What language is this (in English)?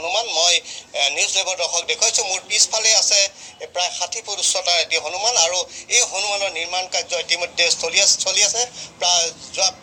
Assamese